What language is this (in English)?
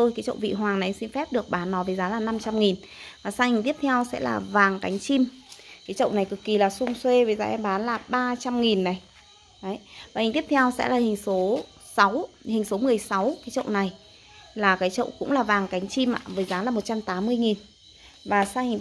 Vietnamese